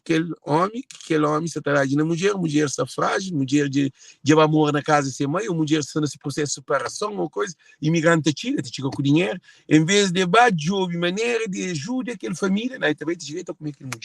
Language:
Kabuverdianu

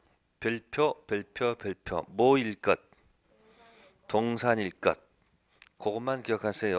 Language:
Korean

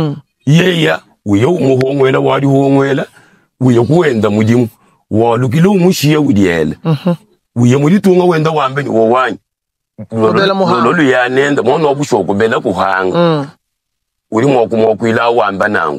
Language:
Luba-Lulua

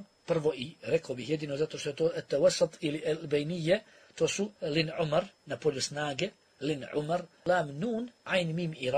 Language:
Bosnian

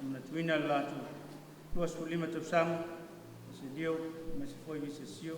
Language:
Samoan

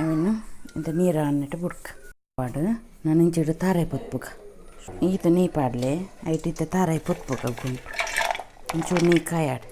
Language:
Tulu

